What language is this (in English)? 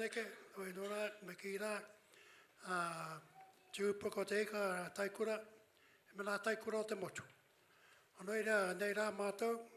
Māori